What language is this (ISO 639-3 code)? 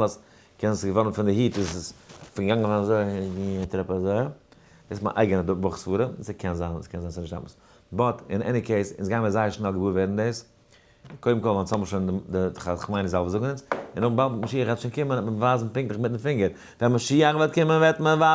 yid